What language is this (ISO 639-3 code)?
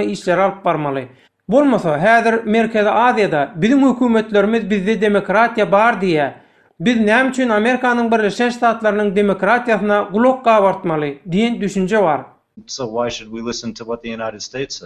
tuk